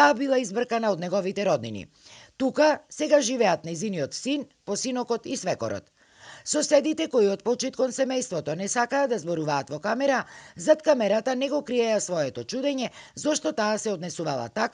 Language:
Macedonian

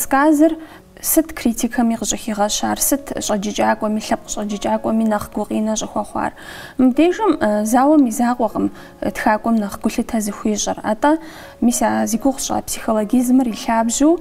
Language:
Kabardian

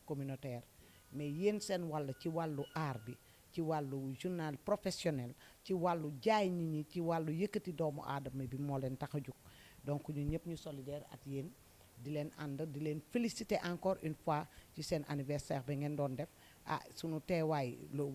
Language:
Wolof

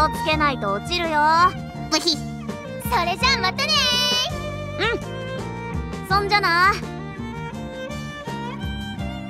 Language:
Japanese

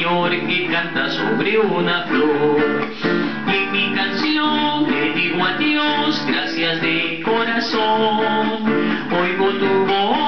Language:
Spanish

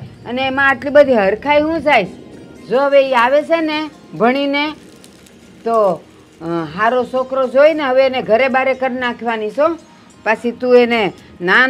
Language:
Gujarati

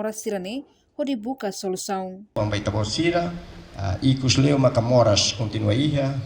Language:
Tetum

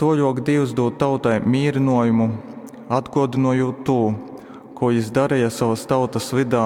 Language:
Latgalian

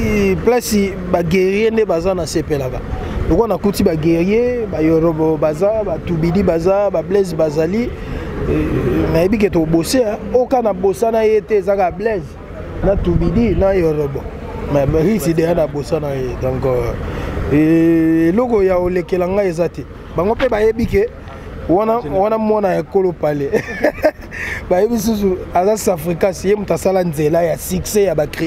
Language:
Lingala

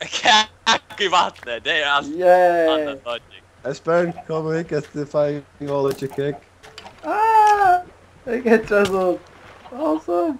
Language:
Faroese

